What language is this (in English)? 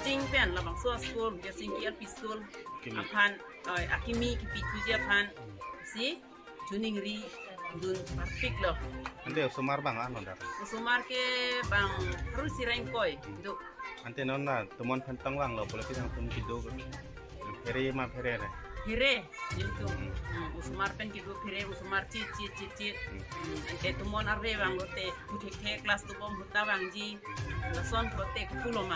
Karbi